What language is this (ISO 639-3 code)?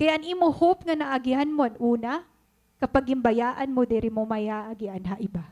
war